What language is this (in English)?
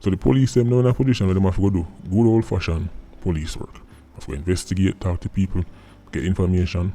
Jamaican Creole English